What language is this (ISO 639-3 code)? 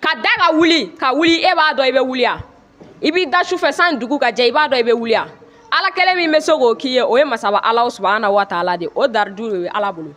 bam